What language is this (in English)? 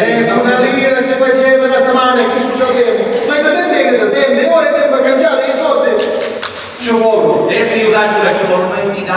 Sicilian